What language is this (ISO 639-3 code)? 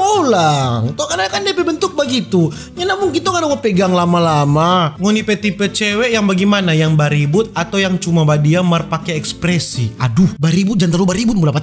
xmm